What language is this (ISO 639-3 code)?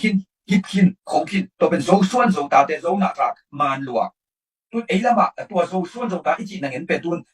ctd